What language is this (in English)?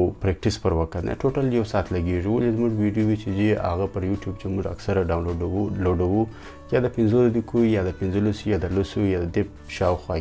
Pashto